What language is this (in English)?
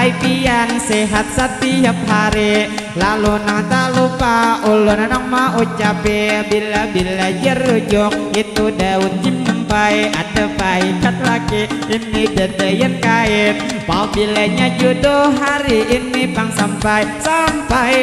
Banjar